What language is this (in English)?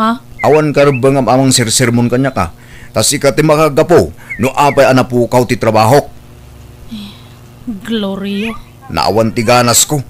Iloko